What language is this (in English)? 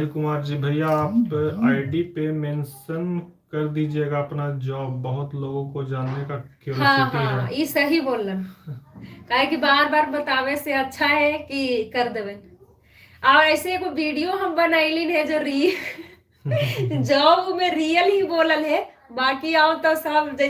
Magahi